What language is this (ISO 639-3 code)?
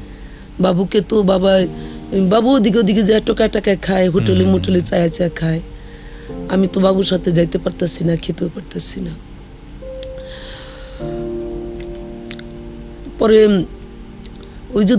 ben